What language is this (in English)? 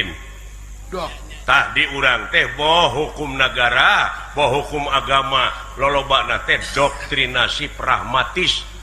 Sundanese